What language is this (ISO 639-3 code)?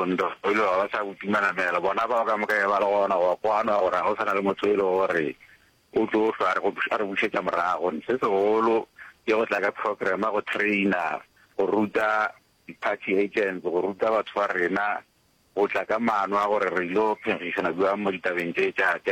nso